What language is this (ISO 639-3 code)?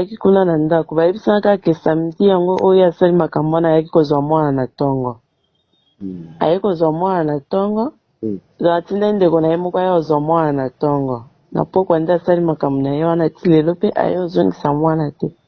lin